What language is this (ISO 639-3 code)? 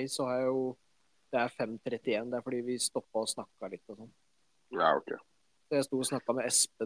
nor